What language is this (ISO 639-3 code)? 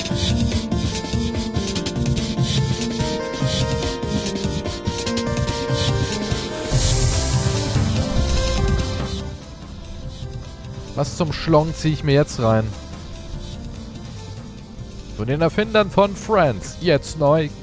deu